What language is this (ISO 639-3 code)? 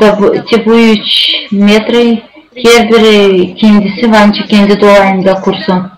gag